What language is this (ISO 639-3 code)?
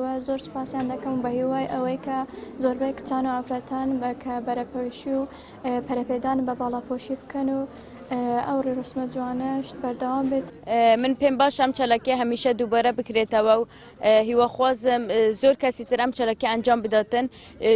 ckb